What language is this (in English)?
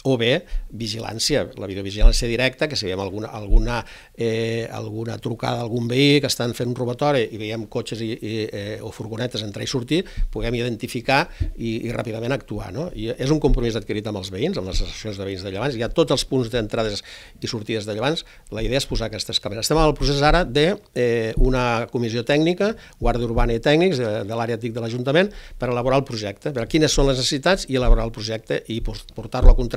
Catalan